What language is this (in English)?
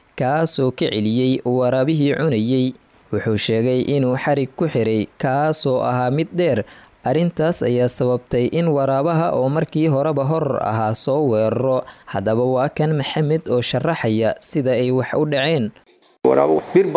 Somali